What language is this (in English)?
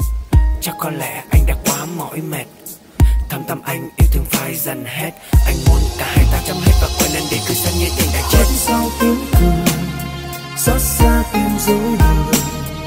Vietnamese